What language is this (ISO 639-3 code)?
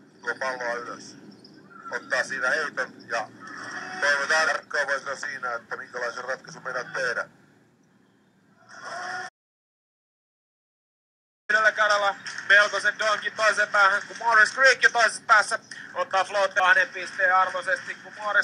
fin